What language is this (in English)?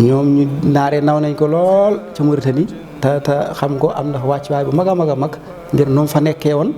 Wolof